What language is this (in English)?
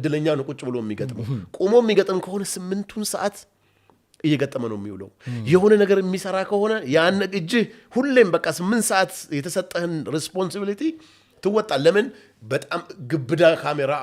Amharic